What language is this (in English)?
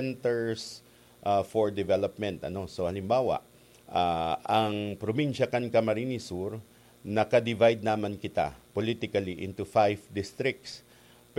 Bikol